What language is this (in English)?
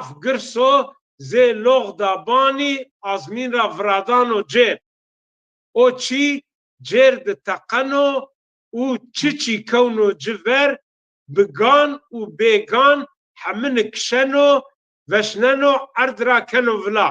Zaza